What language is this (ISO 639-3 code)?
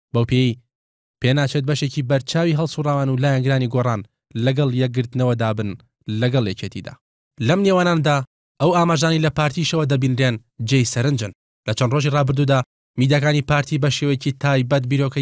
ckb